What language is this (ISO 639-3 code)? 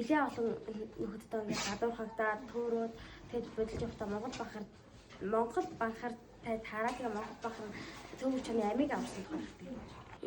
mon